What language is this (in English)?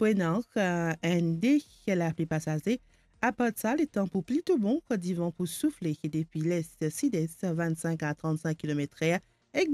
Morisyen